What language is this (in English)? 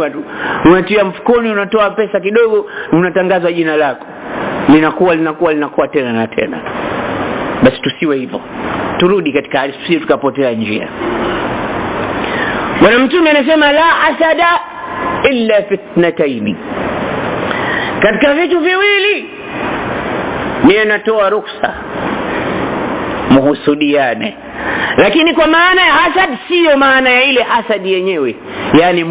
Swahili